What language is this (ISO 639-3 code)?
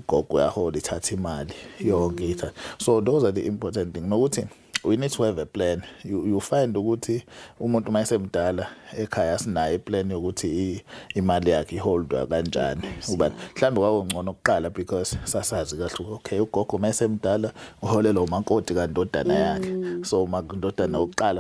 zul